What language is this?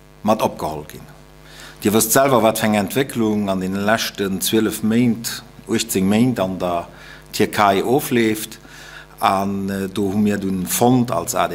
Luxembourgish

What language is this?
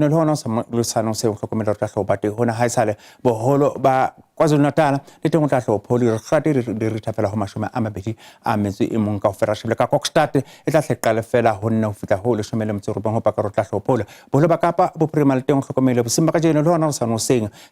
Southern Sotho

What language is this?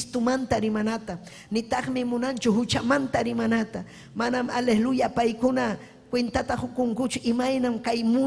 Ayacucho Quechua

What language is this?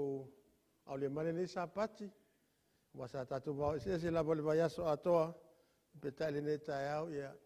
Samoan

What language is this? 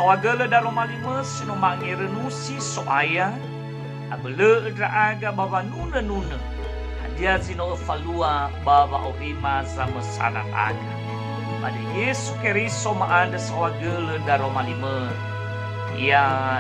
Nias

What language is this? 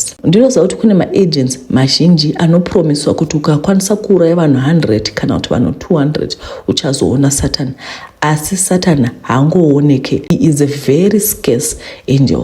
Shona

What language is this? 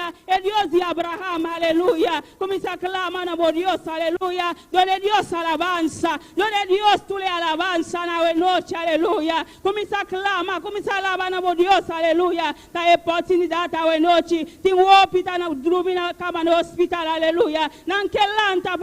Papiamento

